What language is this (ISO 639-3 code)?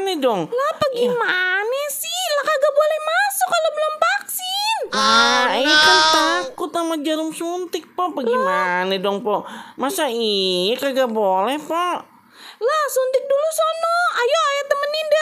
bew